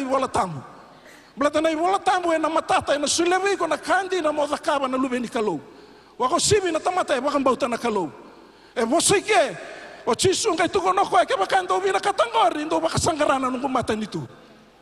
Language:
Fijian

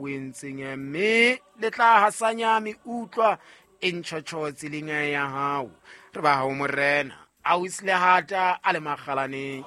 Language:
Southern Sotho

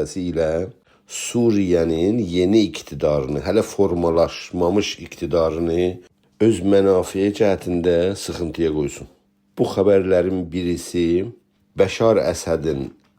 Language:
South Azerbaijani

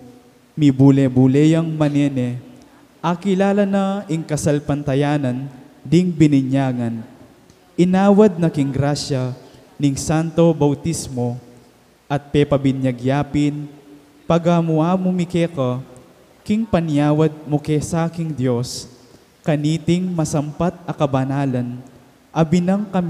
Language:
Pampanga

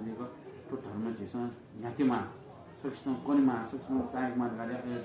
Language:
Newari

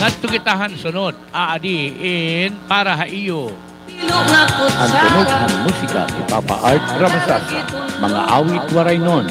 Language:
Waray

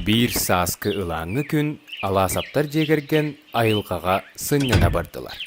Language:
Yakut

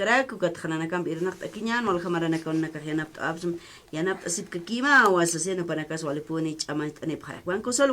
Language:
Aymara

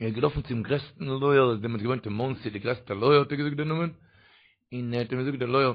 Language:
Yiddish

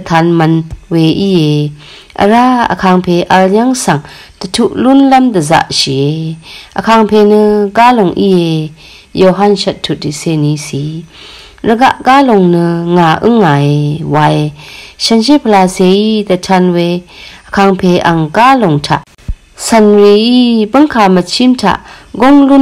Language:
Rawang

